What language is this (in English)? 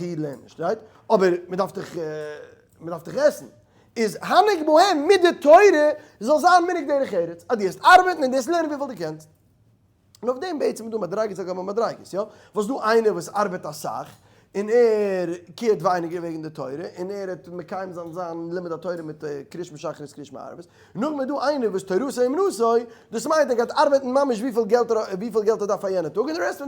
Yiddish